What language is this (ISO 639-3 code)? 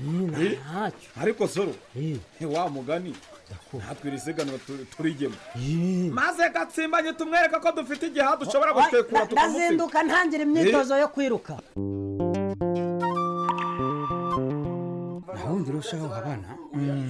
kin